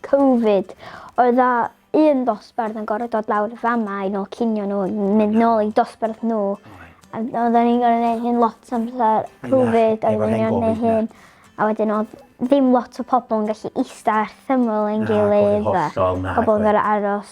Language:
Welsh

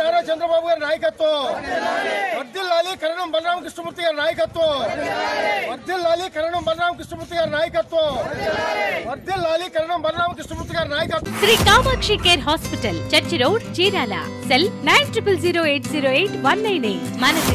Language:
Telugu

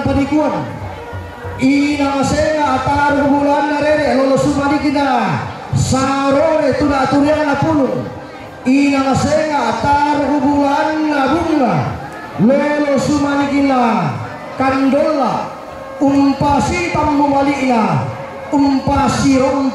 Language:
Toraja-Sa'dan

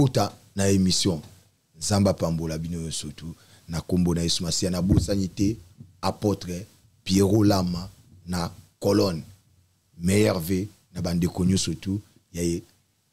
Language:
Lingala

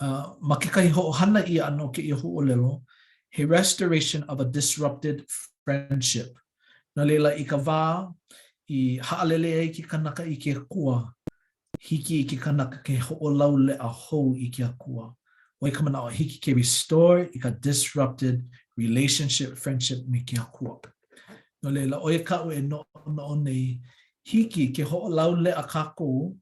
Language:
Hawaiian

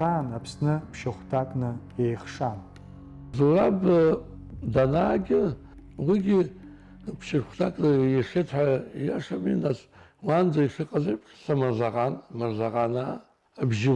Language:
Abkhazian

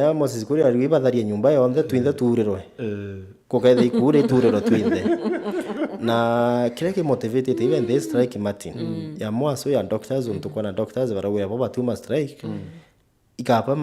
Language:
Meru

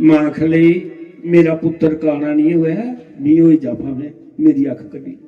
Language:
Dogri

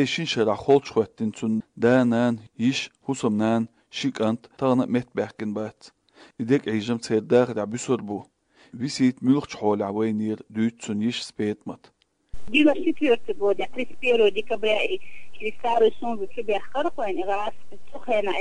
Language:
Chechen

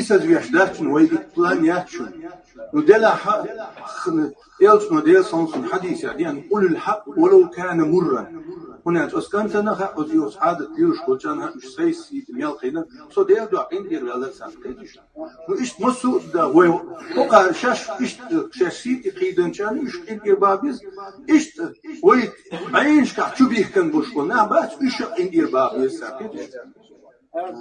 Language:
Chechen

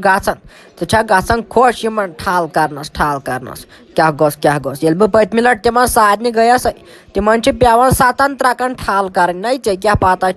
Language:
Kashmiri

